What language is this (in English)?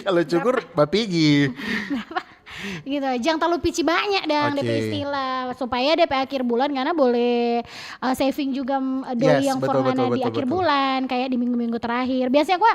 Manado Malay